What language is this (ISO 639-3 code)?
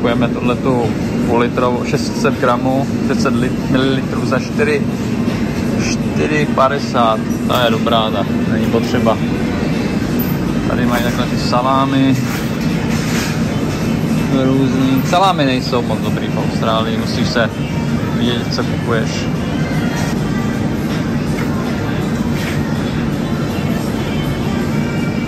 ces